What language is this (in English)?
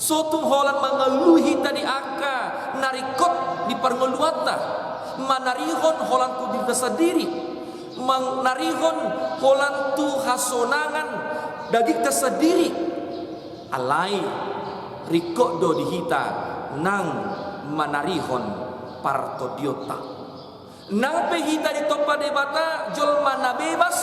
Batak Toba